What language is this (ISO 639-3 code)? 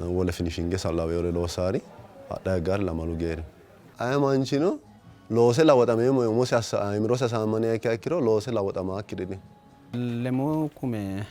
sid